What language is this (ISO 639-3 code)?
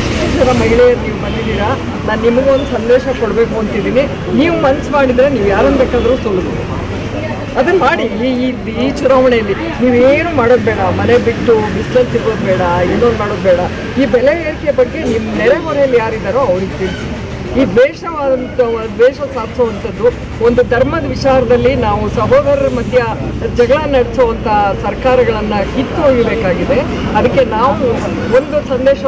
kan